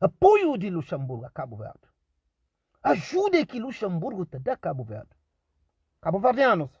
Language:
Kabuverdianu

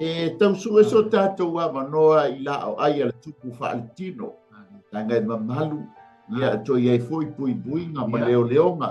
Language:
Samoan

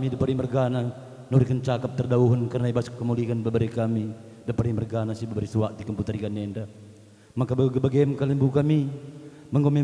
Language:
Batak Karo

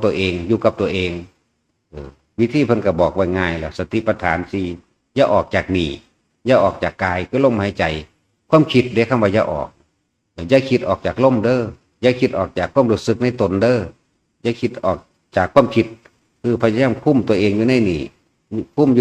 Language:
Northeastern Thai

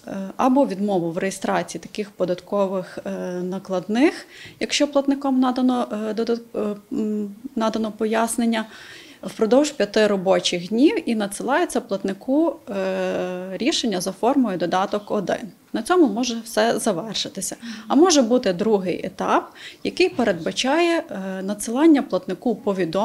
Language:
Ukrainian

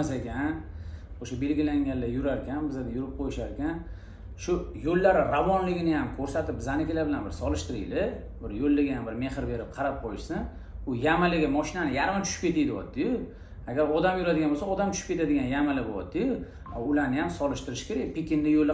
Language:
Uzbek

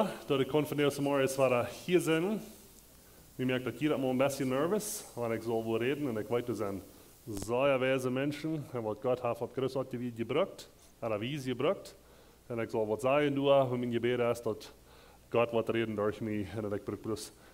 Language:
Plautdietsch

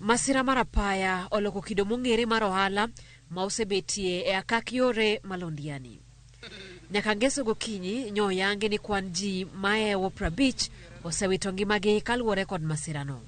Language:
Luo (Kenya and Tanzania)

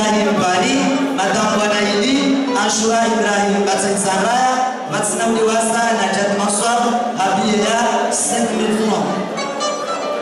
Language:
Ngazidja Comorian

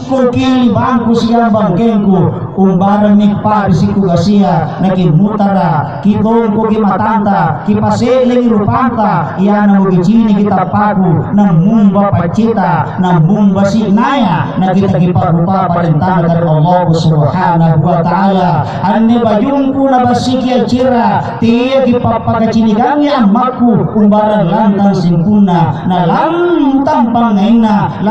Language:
Makasar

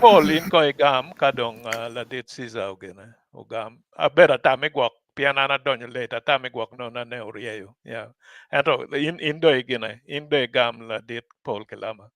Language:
Acoli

